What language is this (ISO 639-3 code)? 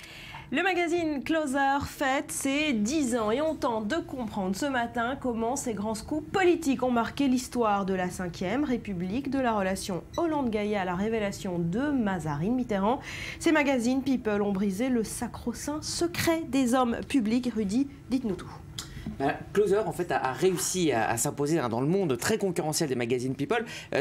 fra